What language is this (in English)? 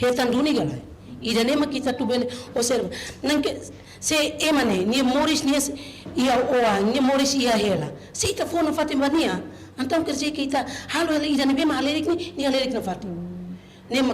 Tetum